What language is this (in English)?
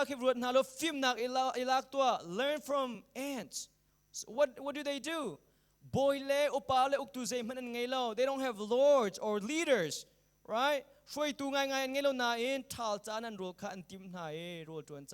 Hakha Chin